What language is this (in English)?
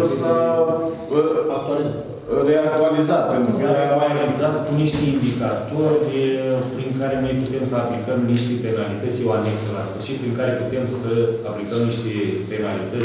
Romanian